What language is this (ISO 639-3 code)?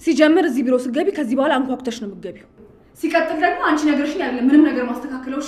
amh